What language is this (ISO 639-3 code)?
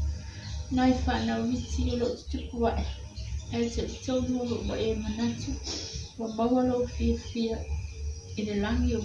smo